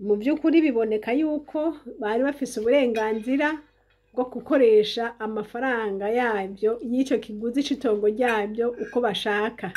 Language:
Rundi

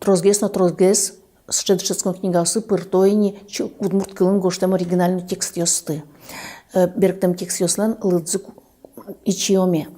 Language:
Udmurt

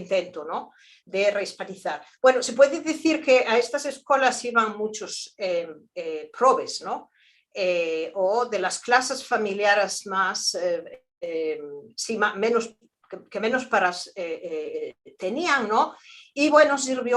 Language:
Ladino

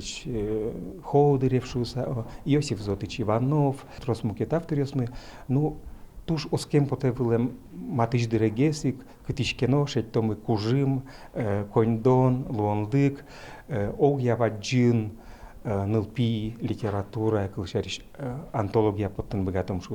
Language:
Udmurt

